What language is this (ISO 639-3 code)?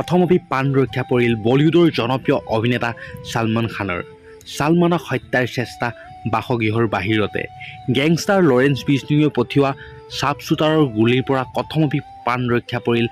asm